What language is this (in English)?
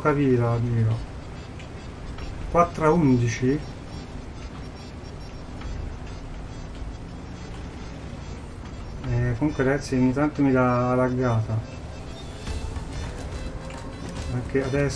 Italian